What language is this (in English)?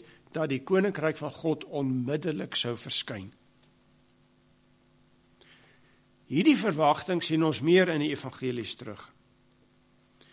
Afrikaans